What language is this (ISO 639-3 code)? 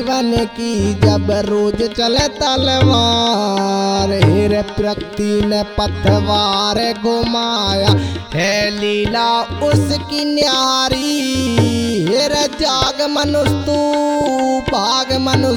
bgc